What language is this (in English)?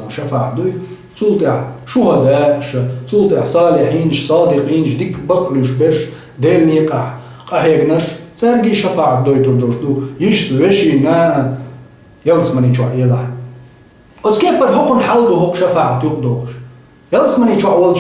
Chechen